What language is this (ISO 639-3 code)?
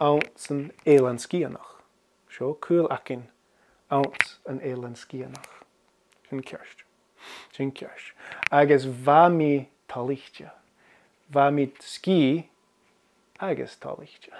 gla